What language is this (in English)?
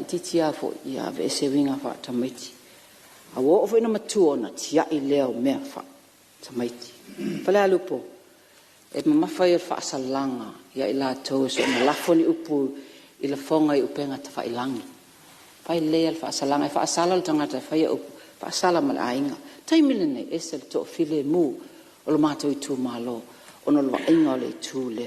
Samoan